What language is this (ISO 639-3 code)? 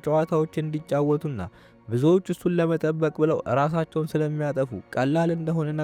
amh